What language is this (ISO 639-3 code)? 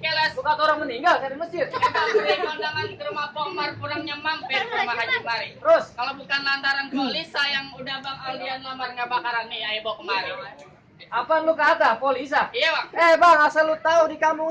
bew